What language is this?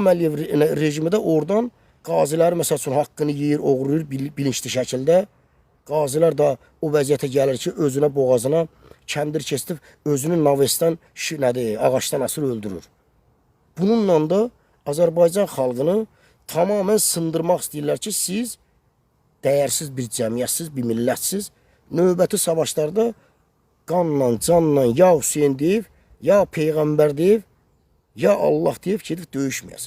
Azerbaijani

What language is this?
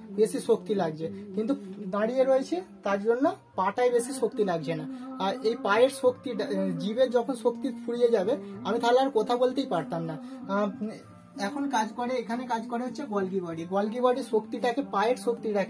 Bangla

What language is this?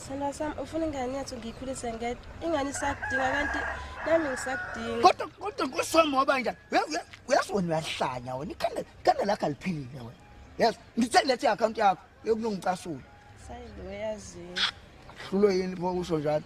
Zulu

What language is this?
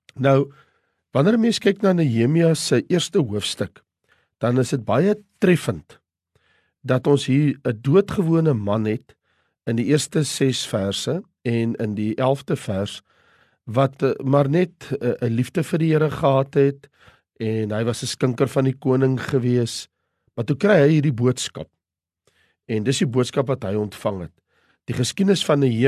Afrikaans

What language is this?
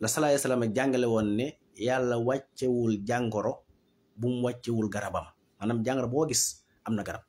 Wolof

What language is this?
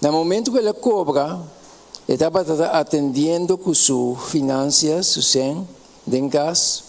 Papiamento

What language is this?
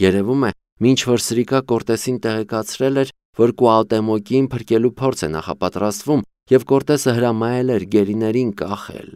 Armenian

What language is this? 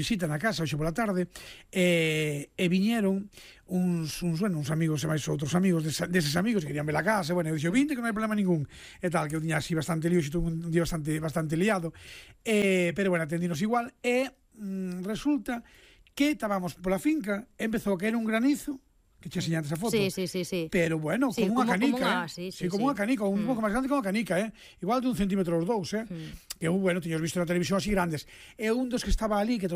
Galician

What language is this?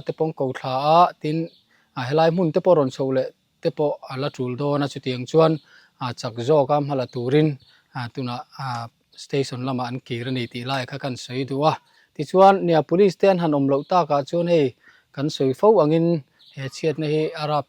Mizo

